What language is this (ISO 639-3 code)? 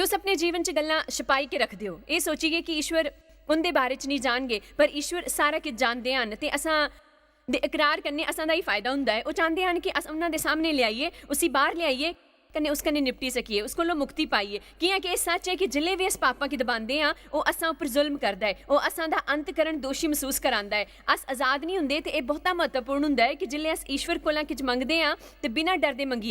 doi